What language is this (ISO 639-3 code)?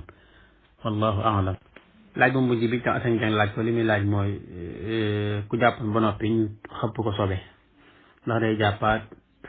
wol